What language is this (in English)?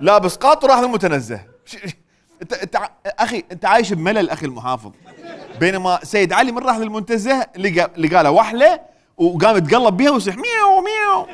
Mesopotamian Arabic